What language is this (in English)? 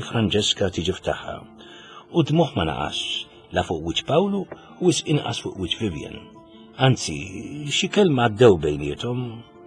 Maltese